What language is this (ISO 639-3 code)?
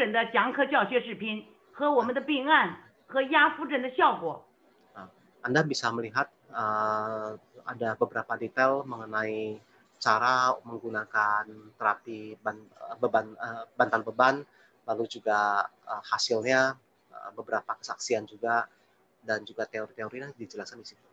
ind